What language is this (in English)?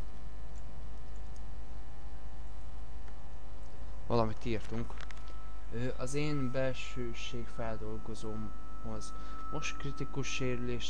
Hungarian